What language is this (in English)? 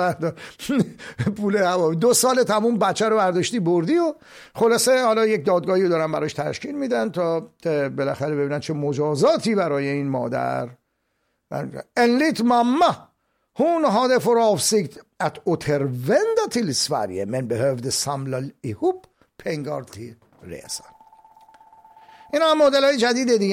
Persian